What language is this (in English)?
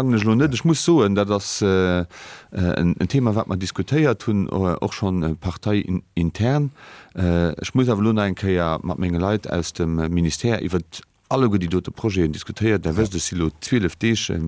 Luxembourgish